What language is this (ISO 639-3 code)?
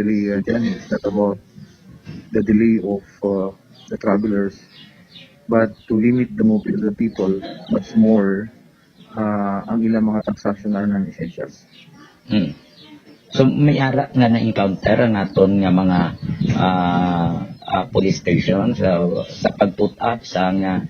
hil